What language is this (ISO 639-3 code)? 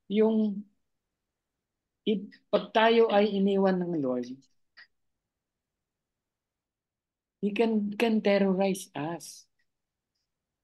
fil